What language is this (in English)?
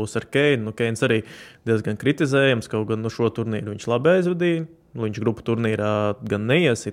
Latvian